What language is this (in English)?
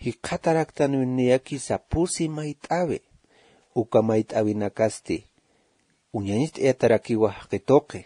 Aymara